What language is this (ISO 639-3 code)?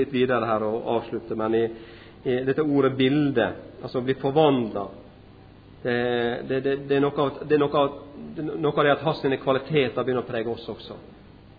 nor